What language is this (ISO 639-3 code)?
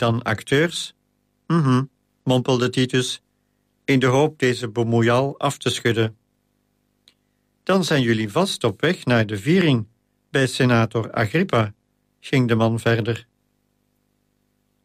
nld